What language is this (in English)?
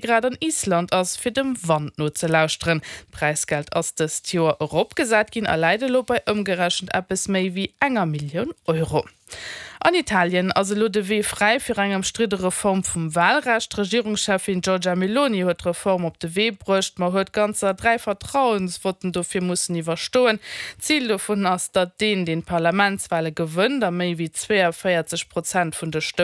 Luxembourgish